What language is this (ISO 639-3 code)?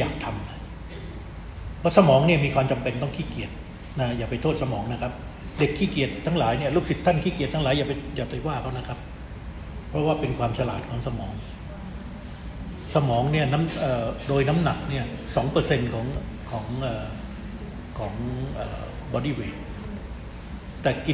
tha